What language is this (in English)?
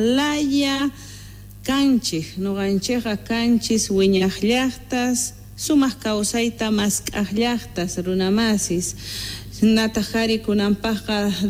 Quechua